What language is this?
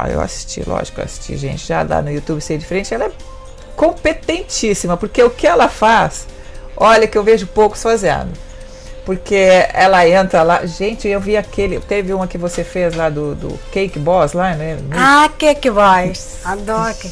Portuguese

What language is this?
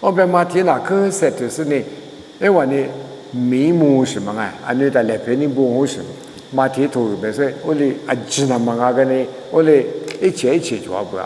Lisu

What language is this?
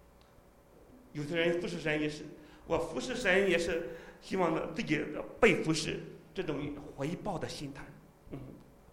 Chinese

